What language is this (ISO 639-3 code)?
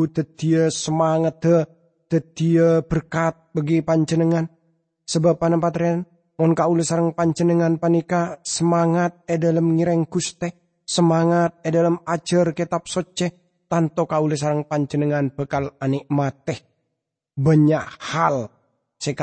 mad